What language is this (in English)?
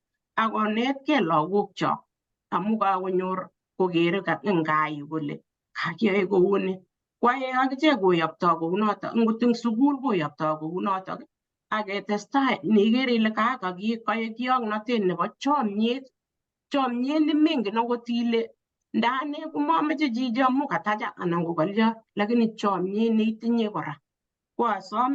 Kalenjin